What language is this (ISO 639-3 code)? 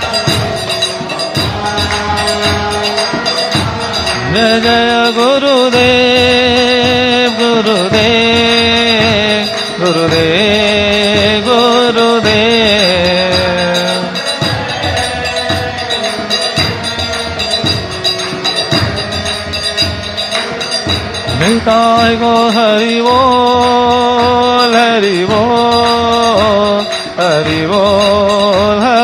ori